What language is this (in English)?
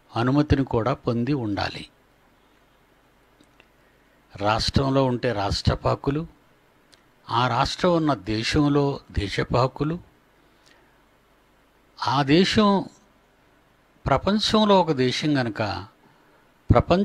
Telugu